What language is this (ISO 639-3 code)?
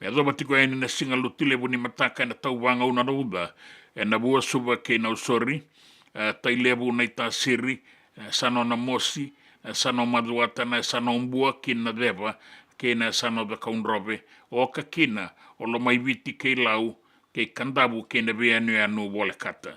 fij